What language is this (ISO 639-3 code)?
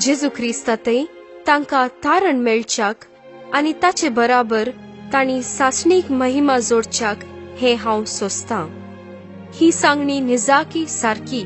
kok